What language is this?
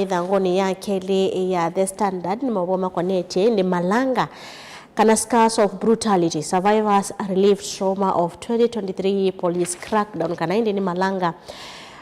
Kamba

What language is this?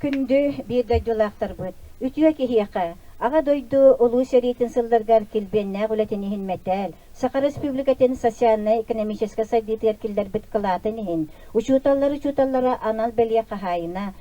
Yakut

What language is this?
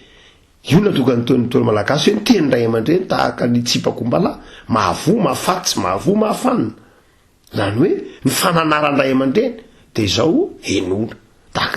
Malagasy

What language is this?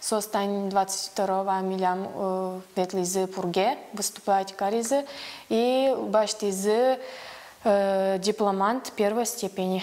Udmurt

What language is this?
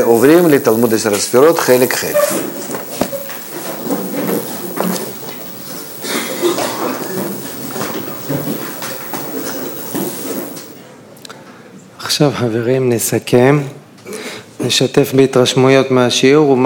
Hebrew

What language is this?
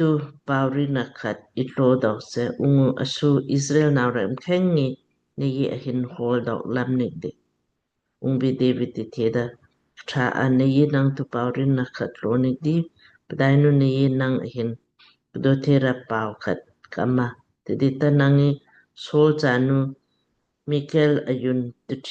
Lamkang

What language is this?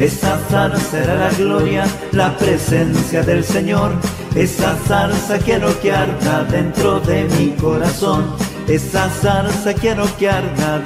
Spanish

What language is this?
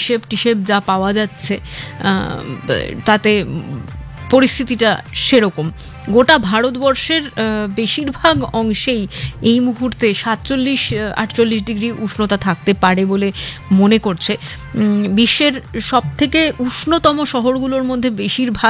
Bangla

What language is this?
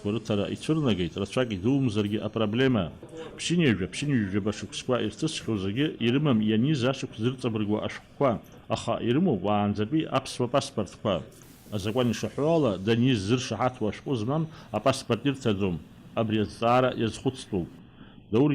Abkhazian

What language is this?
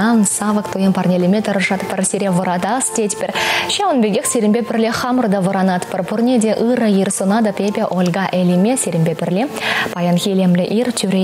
Chuvash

